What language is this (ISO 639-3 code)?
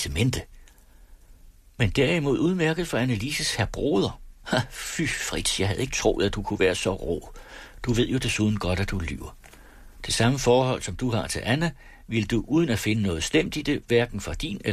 dan